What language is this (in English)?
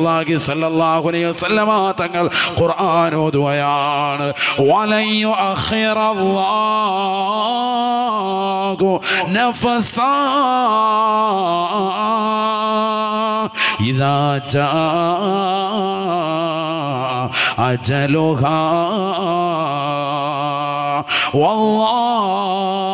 Malayalam